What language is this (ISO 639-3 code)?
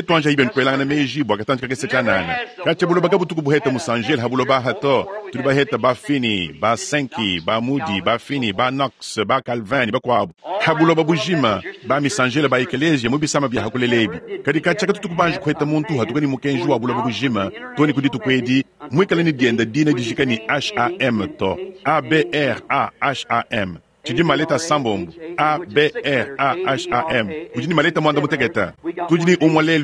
lua